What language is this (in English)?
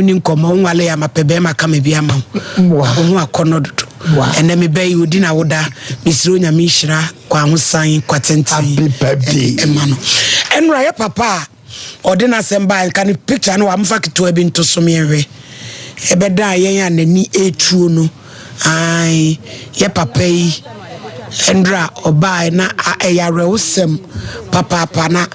Akan